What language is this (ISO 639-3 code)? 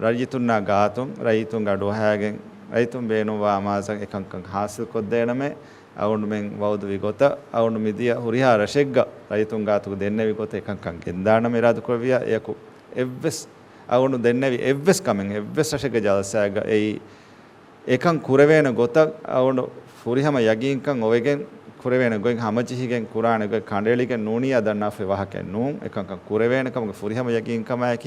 div